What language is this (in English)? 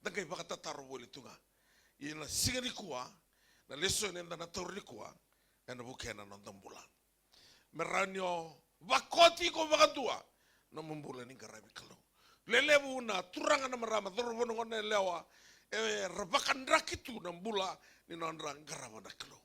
Fijian